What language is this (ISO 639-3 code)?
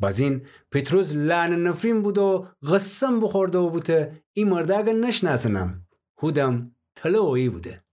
glk